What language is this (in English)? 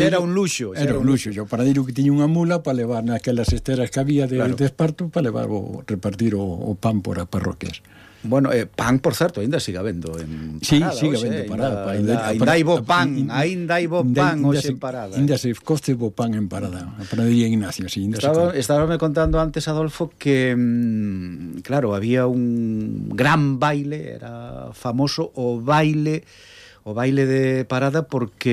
Galician